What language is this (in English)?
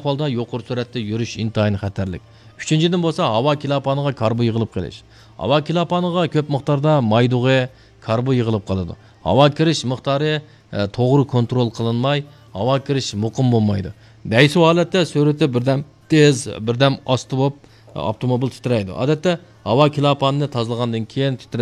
Uyghur